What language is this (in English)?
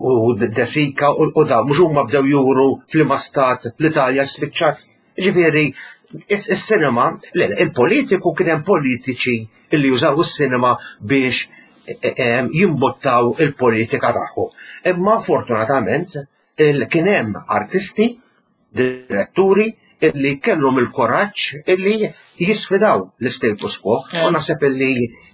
Maltese